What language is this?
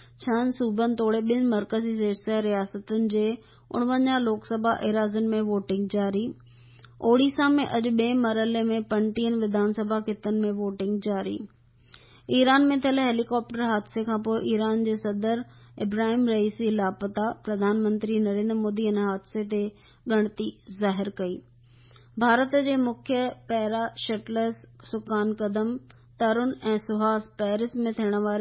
Sindhi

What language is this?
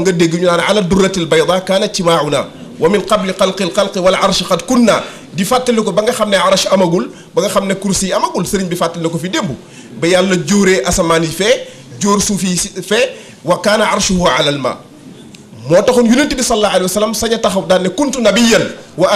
Wolof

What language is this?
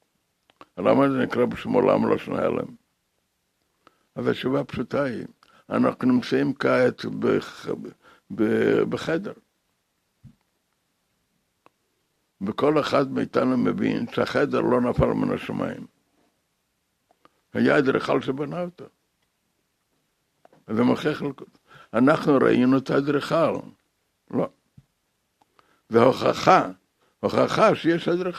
Hebrew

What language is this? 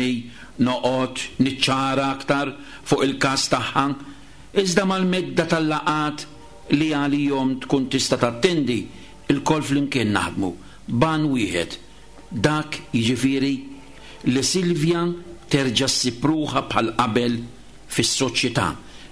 Maltese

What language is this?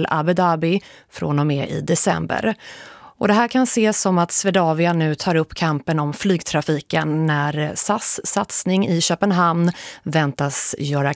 Swedish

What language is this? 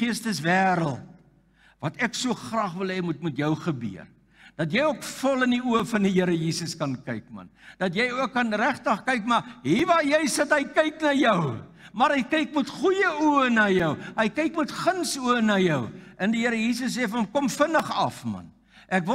Afrikaans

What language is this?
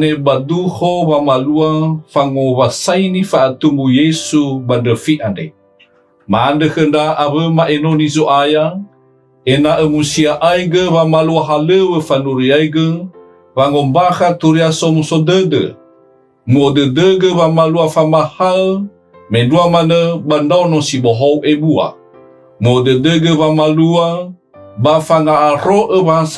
Nias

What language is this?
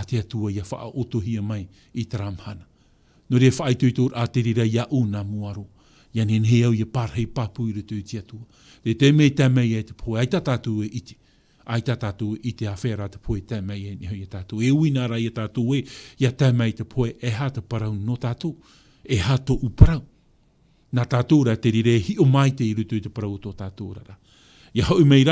Tahitian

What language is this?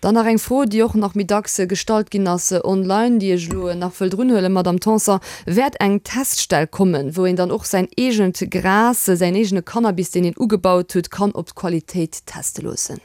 Luxembourgish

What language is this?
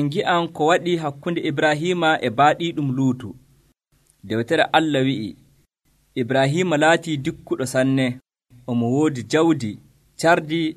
Nigerian Fulfulde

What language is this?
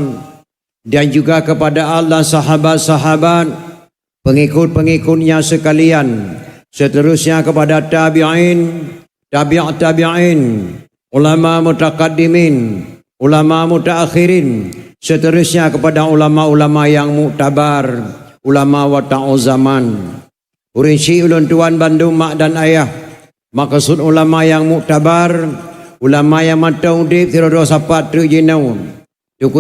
Achinese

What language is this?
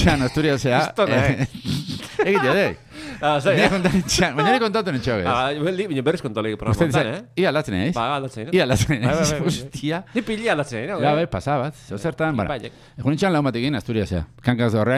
Basque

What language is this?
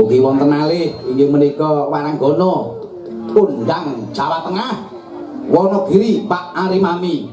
Javanese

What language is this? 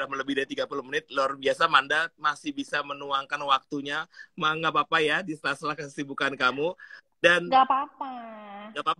Indonesian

